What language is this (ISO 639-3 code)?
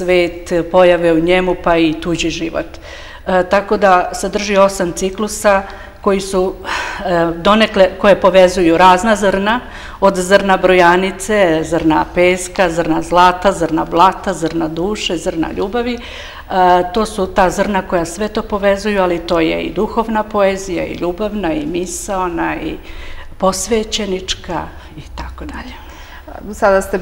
srp